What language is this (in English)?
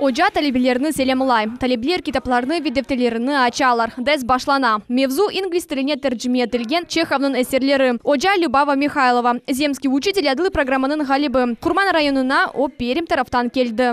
Crimean Tatar